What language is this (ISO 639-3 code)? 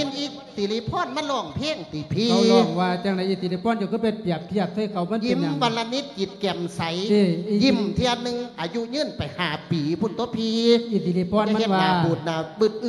lao